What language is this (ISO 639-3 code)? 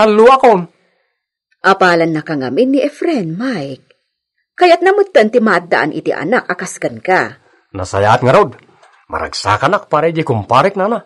ilo